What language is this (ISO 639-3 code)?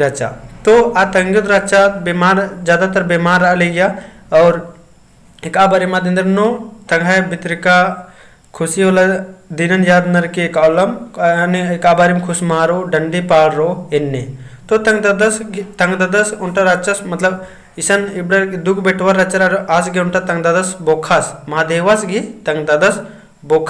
kru